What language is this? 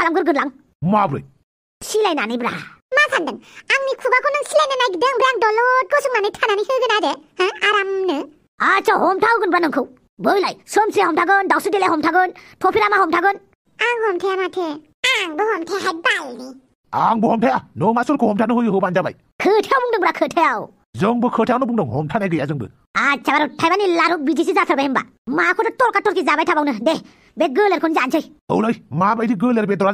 Bodo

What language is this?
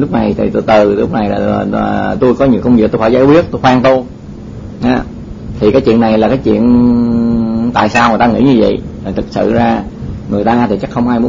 Vietnamese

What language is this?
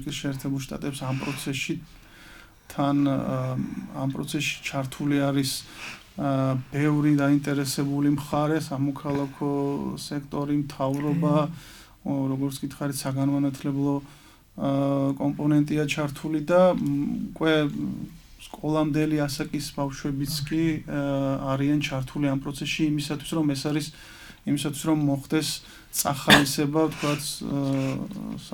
Georgian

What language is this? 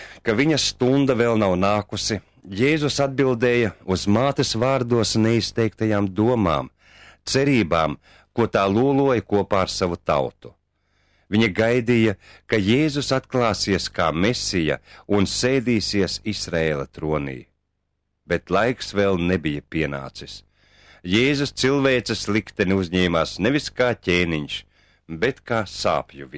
Latvian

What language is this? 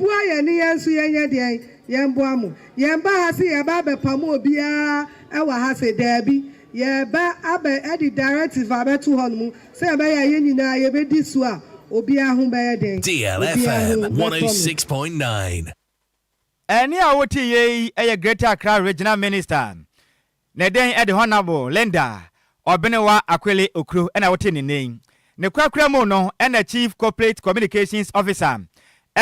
Akan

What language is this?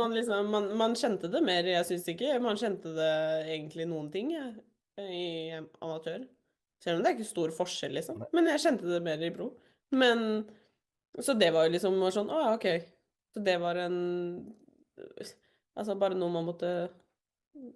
Norwegian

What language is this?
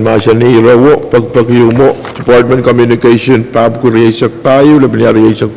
Pohnpeian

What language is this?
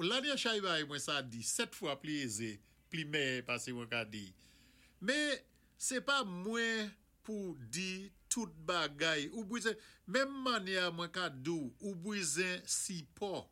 Saint Lucian Creole French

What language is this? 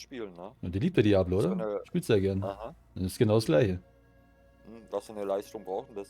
Bavarian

